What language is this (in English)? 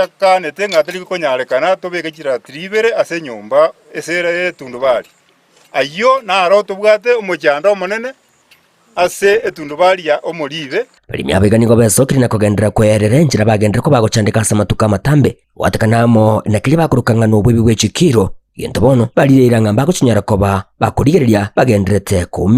Gusii